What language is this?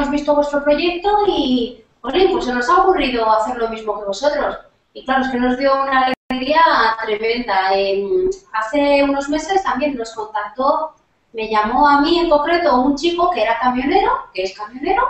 Spanish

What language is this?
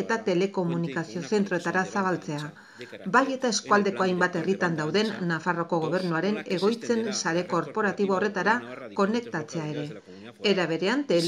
Basque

